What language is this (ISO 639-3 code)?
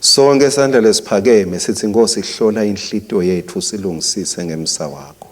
ssw